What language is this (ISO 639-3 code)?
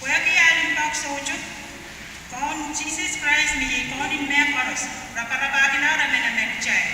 pon